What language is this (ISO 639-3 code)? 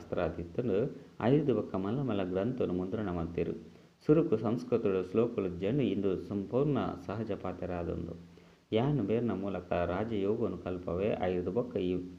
tcy